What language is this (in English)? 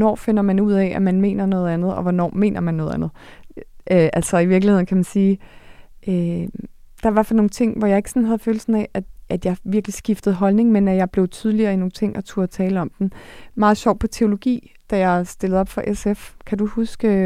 Danish